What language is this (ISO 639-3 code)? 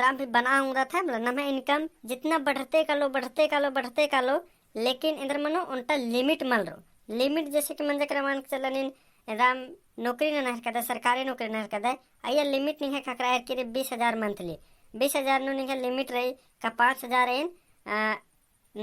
kru